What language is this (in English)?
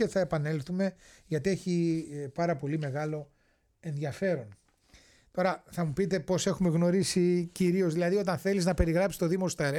Greek